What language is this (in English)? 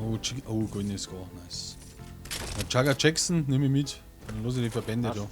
Bavarian